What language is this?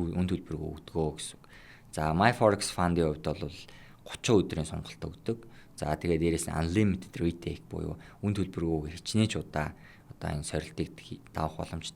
Mongolian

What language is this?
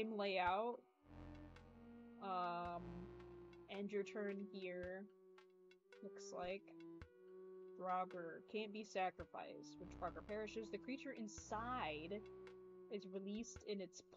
English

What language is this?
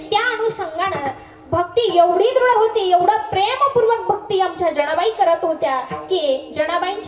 Marathi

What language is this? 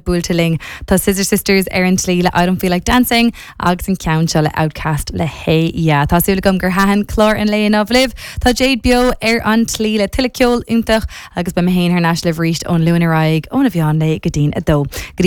Irish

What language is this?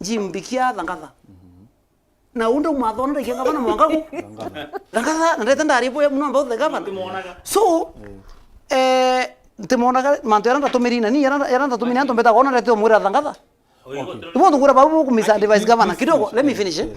Meru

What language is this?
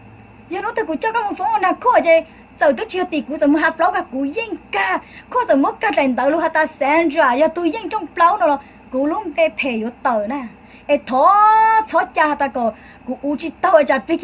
Hmong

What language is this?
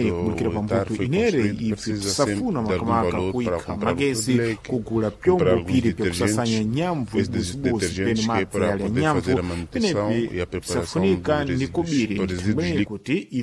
Sena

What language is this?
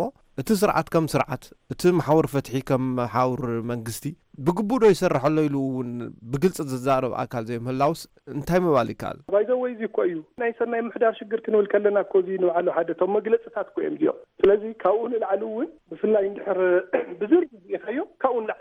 Tigrinya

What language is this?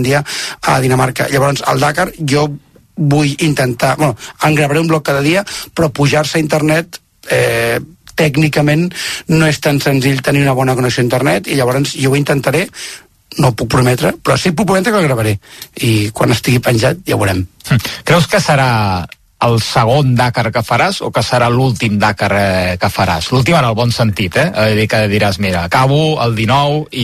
Catalan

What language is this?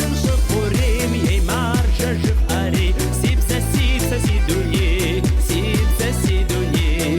Kabardian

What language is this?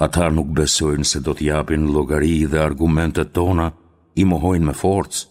Albanian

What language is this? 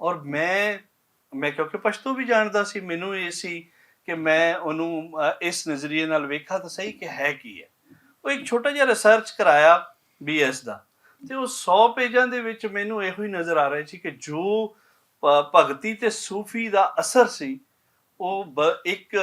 Western Panjabi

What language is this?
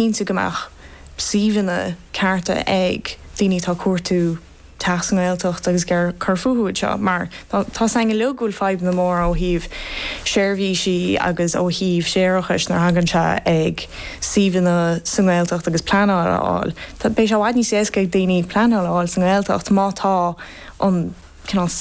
Irish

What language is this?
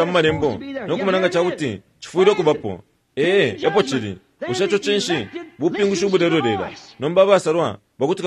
Bemba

